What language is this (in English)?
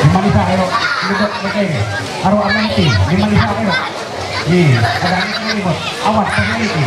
Ma'anyan